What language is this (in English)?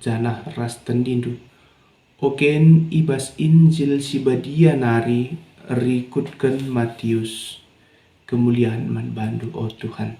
Batak Karo